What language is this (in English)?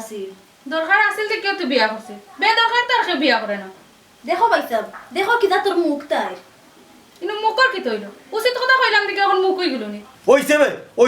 Sylheti